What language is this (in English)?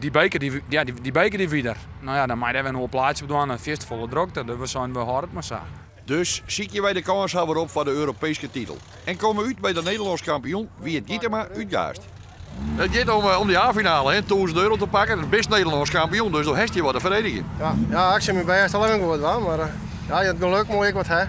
Western Frisian